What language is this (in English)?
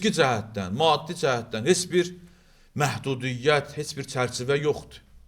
Azerbaijani